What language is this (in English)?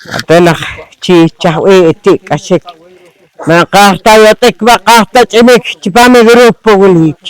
Poqomchi'